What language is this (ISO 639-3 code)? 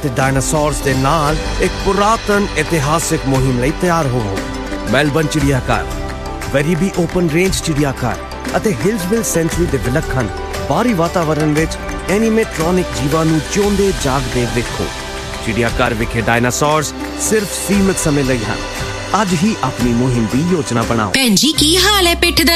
pan